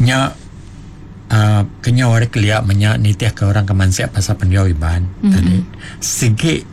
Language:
Iban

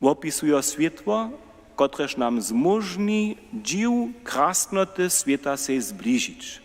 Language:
Upper Sorbian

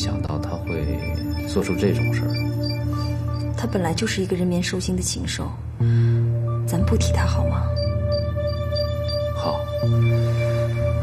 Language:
Chinese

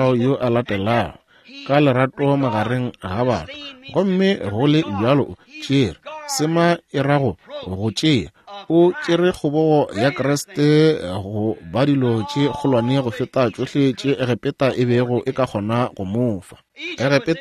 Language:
Northern Sotho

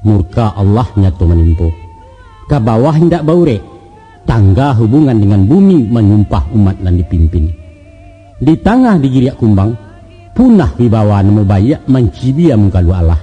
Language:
Minangkabau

